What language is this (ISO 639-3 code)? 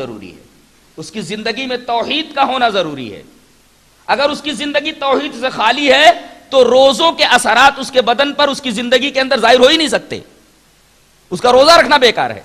urd